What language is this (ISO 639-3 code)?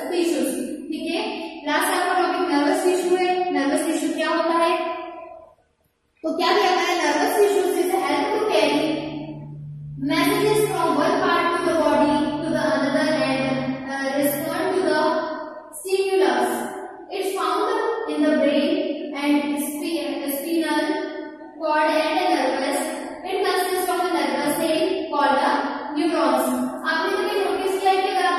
hin